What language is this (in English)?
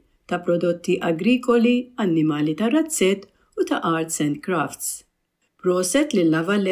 Maltese